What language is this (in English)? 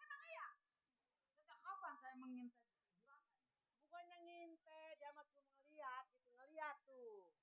Betawi